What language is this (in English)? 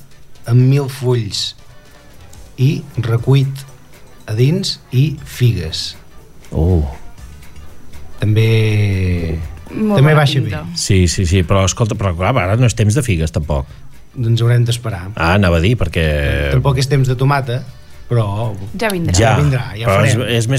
Catalan